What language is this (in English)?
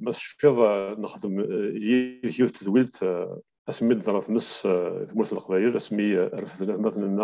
Kabyle